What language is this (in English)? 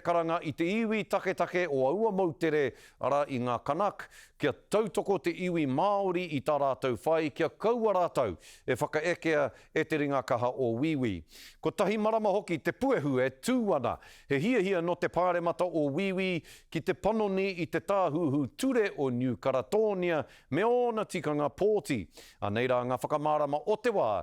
Māori